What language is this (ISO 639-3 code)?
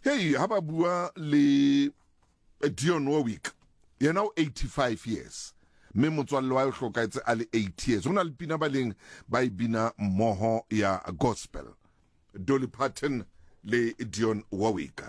sot